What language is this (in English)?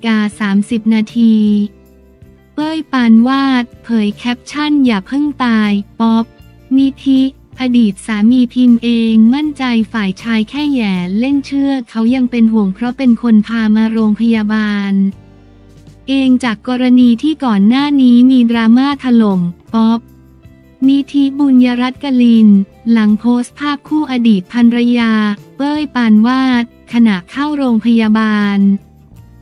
Thai